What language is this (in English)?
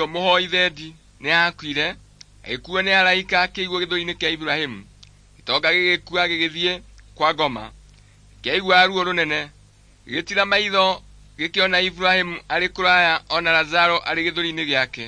Kikuyu